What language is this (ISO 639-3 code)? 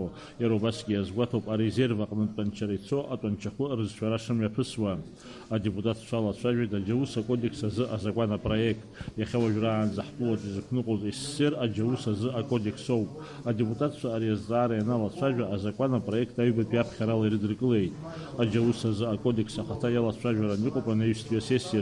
abk